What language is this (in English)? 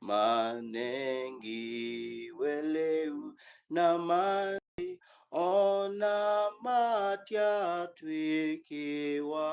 Kamba